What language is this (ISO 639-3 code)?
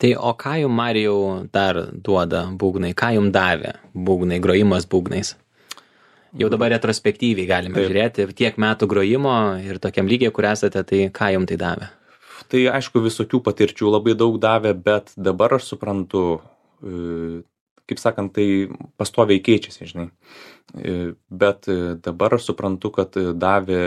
lit